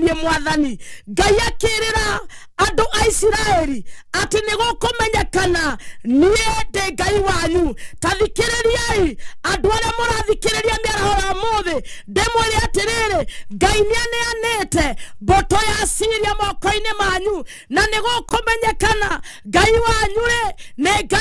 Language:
Kikuyu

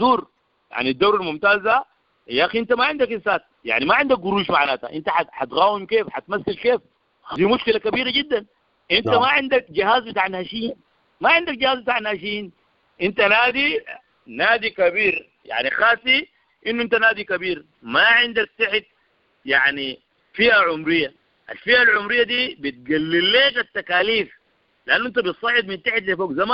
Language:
Sudanese Arabic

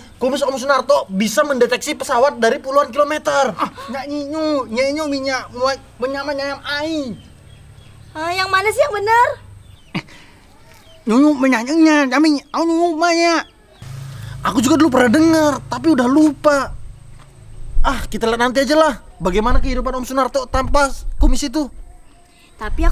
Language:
Indonesian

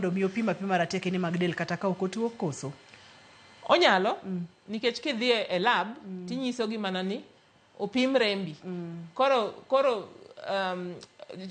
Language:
Luo (Kenya and Tanzania)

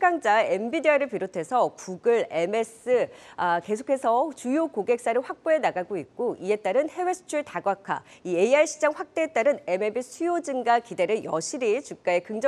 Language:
Korean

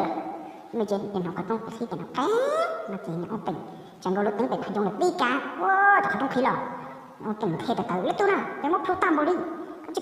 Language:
Hmong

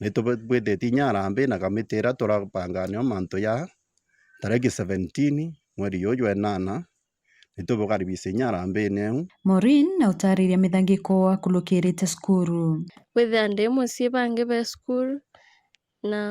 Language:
Meru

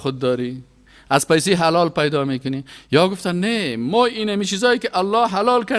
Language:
Persian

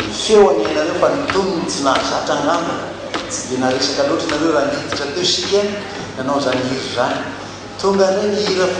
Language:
Malagasy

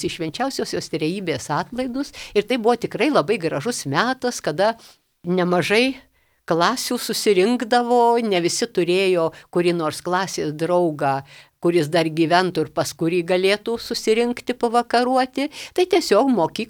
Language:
Lithuanian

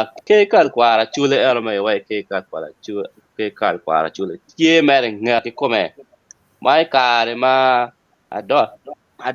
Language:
Acoli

